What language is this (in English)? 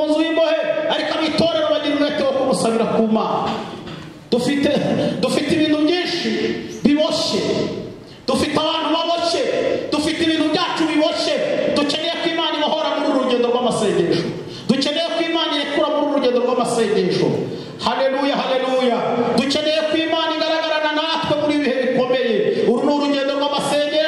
Kinyarwanda